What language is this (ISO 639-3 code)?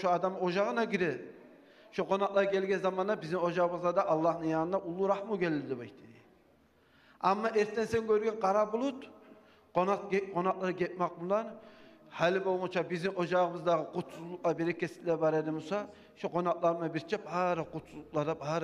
kum